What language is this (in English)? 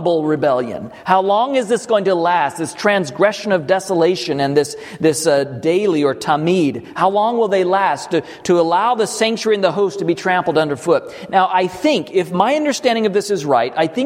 English